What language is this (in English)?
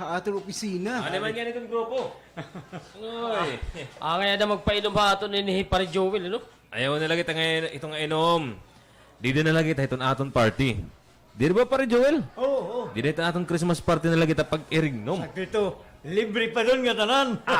Waray